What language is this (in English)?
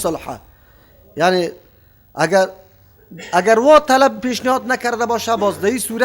Persian